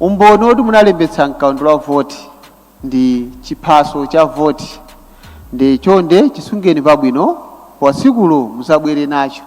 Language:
Nyanja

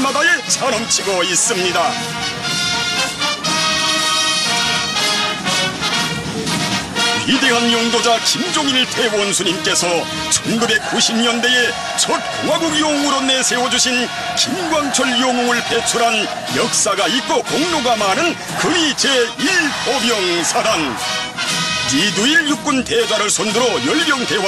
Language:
Korean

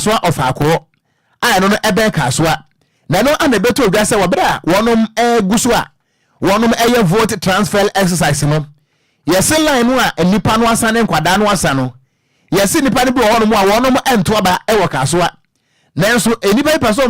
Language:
Akan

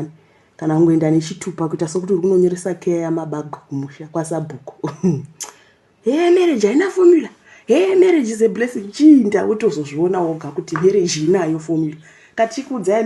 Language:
Shona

